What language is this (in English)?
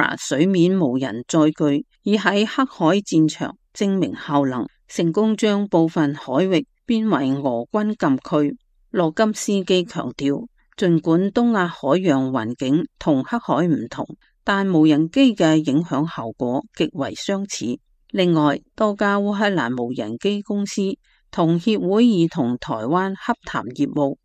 Cantonese